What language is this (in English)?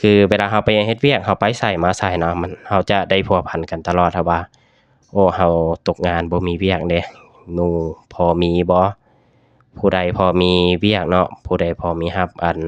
Lao